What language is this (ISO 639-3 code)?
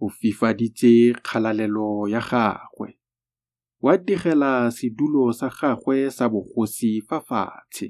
tsn